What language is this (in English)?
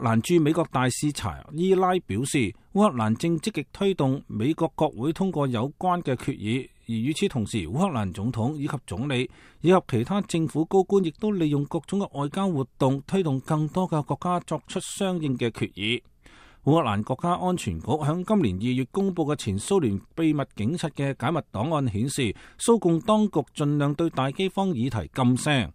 Cantonese